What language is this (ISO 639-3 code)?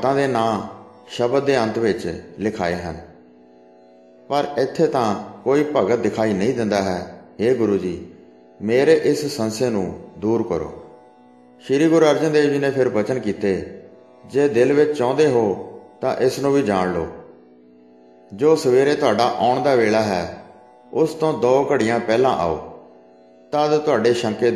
pan